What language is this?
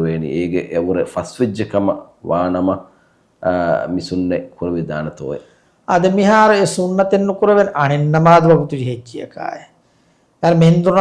Divehi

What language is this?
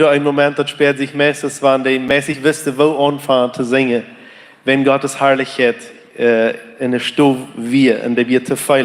Plautdietsch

